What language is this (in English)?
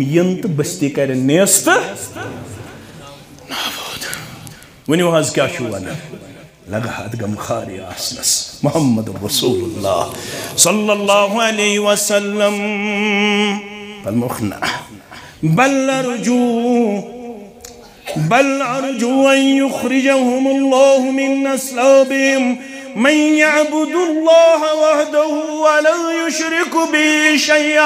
Kashmiri